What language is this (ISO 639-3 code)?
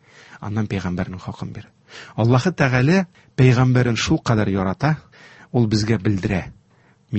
tat